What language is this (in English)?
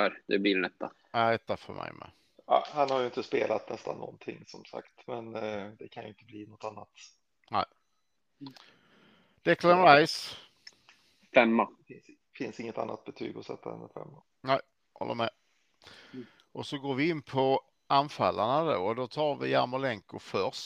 Swedish